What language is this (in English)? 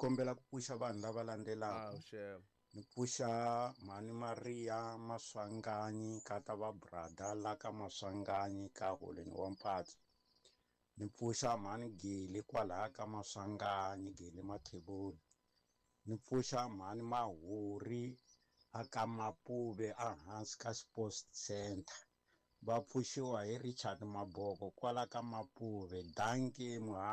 Tsonga